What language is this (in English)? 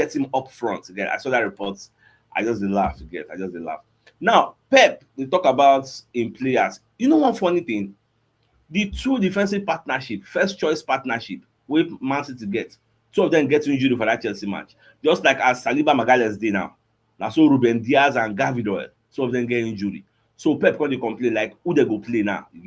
Nigerian Pidgin